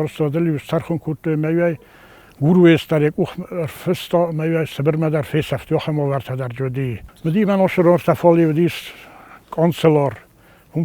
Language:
Ossetic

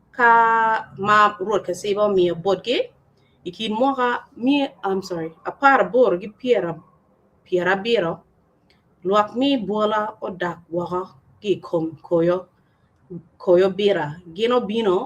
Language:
Acoli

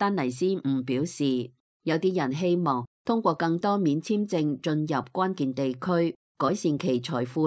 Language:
Cantonese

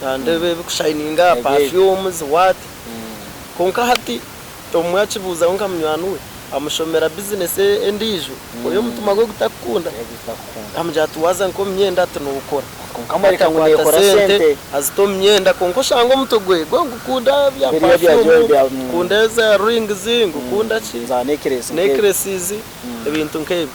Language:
Nyankole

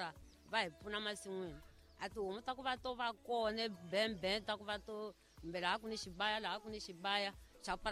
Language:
Tsonga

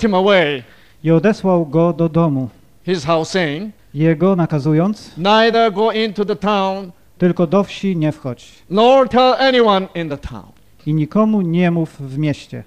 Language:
Polish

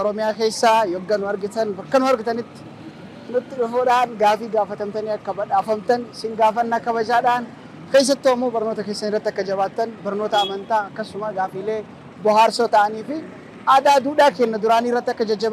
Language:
Oromo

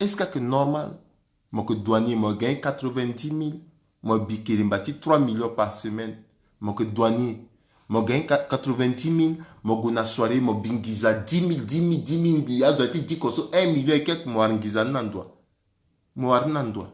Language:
Sango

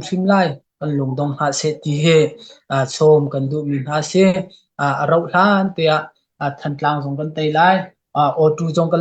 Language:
Hakha Chin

